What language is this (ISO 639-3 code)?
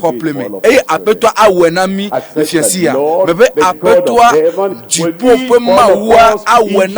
ewe